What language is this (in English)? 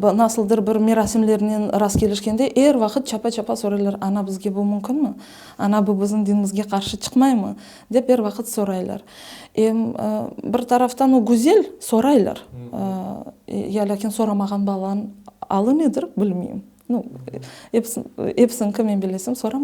Crimean Tatar